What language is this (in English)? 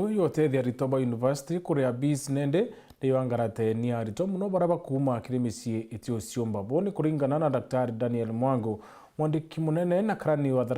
Meru